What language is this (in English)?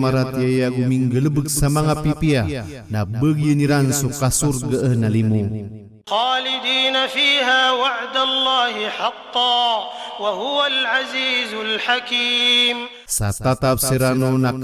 Maranao